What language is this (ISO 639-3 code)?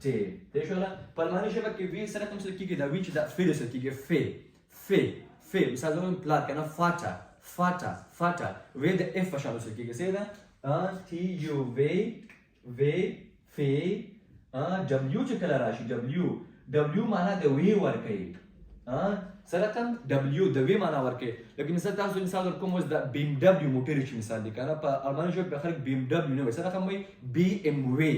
pus